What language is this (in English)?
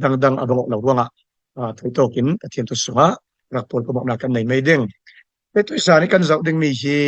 Falam Chin